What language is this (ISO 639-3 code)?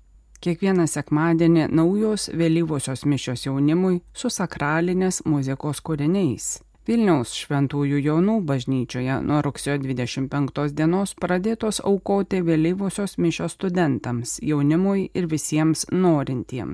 lit